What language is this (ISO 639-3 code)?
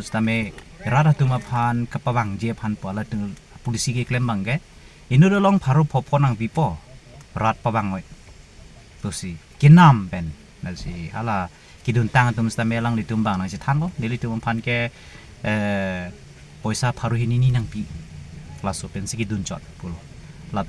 mjw